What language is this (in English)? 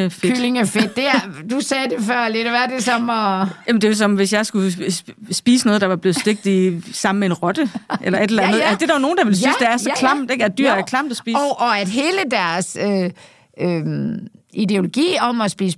Danish